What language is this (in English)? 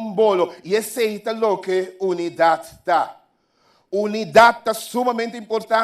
Papiamento